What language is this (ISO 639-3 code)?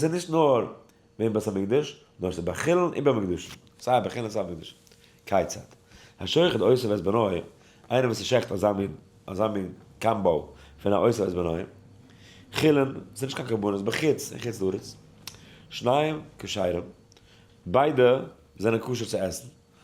yid